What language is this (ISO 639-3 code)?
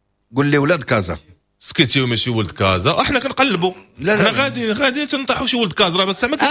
ary